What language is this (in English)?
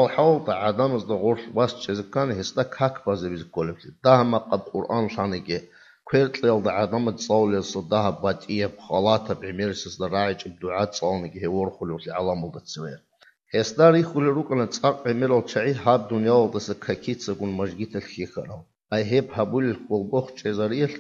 Avaric